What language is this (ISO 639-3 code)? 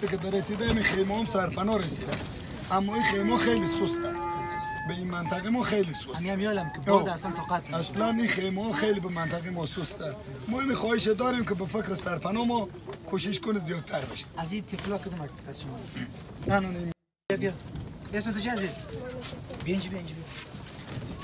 fas